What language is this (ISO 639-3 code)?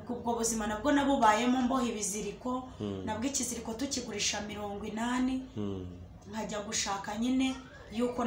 kin